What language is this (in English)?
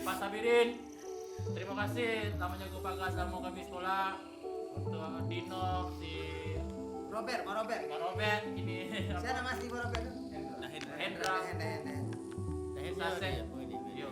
Minangkabau